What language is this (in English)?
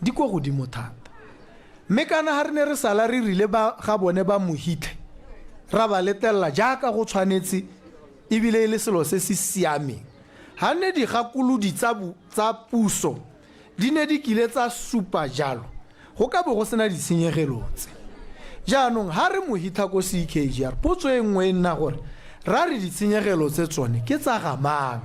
Tswana